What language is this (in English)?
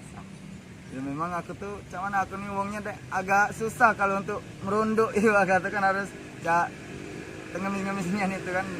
Musi